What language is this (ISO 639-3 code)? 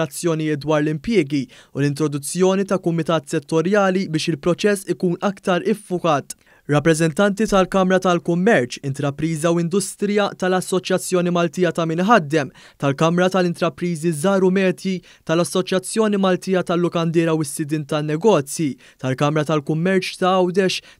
mlt